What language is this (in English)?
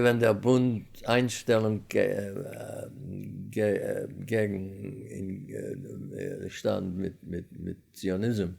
Yiddish